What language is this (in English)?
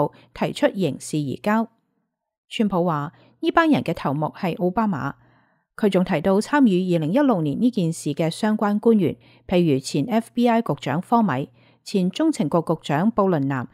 Cantonese